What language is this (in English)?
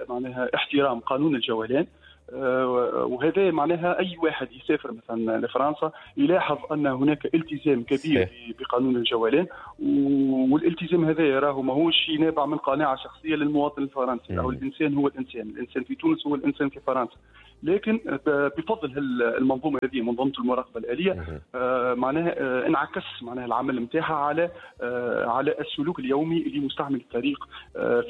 Tunisian Arabic